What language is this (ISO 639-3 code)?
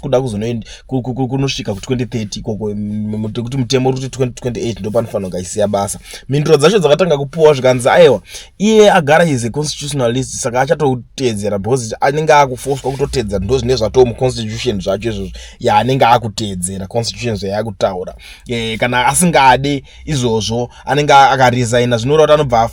sna